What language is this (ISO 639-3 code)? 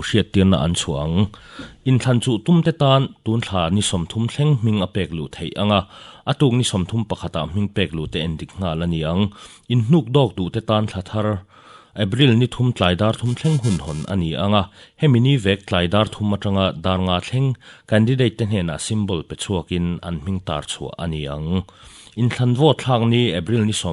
lus